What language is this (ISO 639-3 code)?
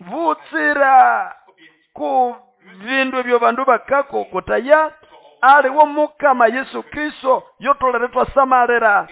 nnb